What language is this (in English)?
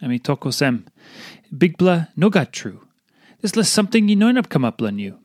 Tok Pisin